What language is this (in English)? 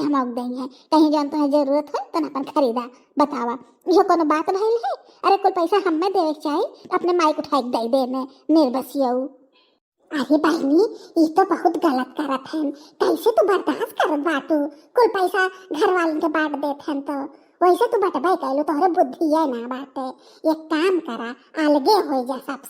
Bhojpuri